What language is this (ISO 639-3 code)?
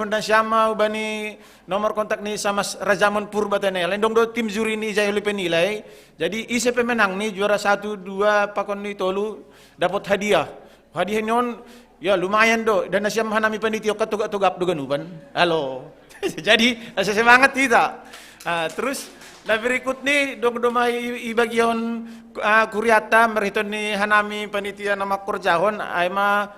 bts